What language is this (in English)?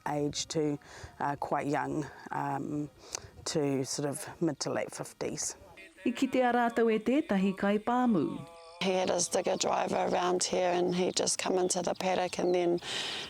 Māori